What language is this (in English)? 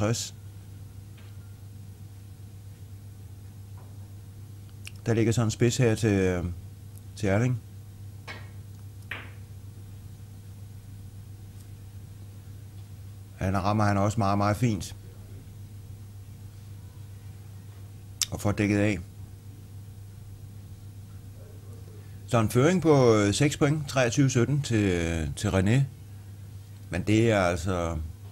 Danish